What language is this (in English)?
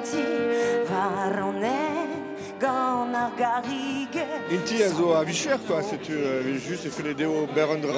Breton